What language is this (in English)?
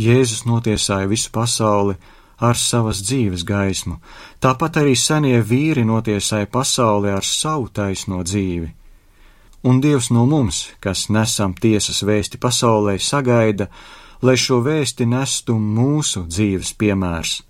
Latvian